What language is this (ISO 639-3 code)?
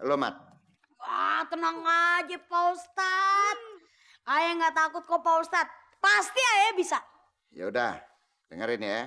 bew